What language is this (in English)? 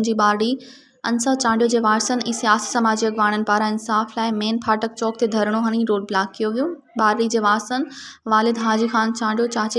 Sindhi